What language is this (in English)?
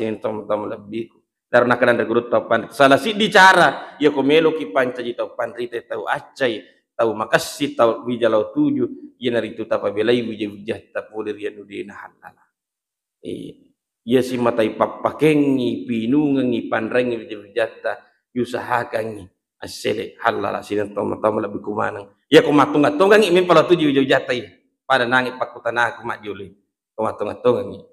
Buginese